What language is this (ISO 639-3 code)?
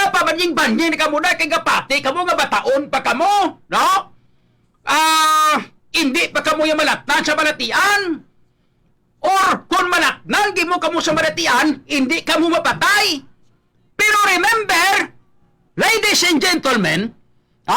hil